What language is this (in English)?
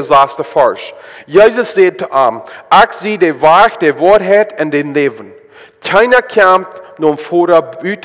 Plautdietsch